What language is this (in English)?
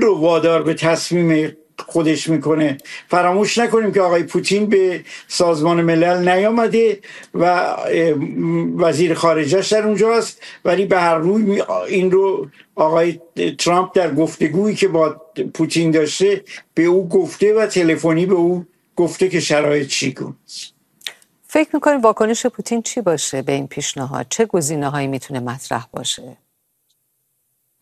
Persian